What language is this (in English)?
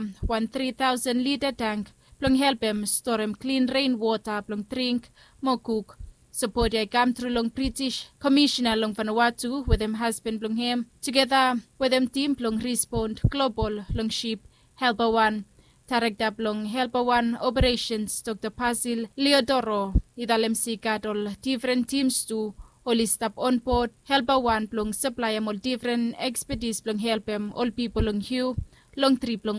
Bislama